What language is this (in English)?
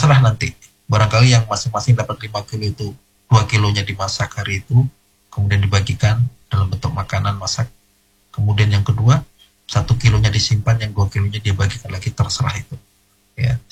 Indonesian